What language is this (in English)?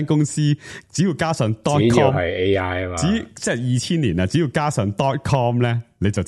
Cantonese